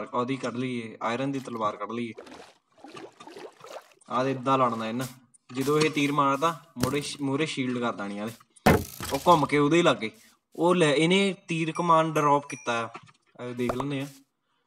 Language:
Punjabi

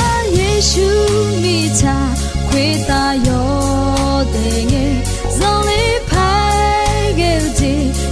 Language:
Akha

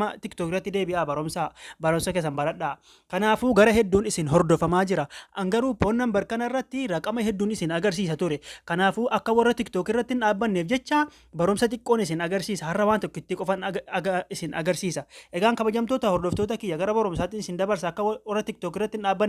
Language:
Oromo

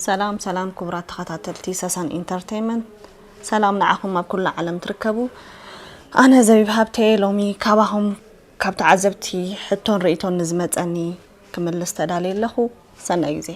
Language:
Tigrinya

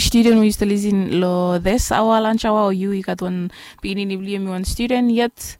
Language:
Bislama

